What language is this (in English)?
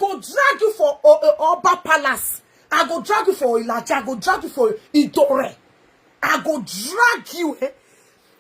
Nigerian Pidgin